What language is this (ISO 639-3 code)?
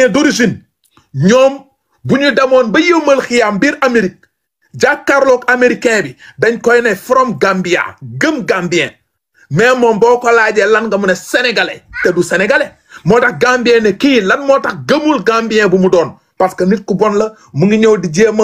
wol